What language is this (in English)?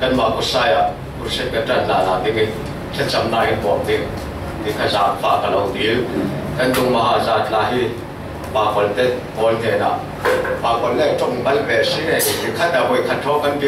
Falam Chin